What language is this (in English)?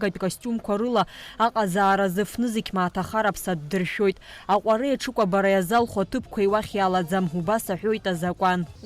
Abkhazian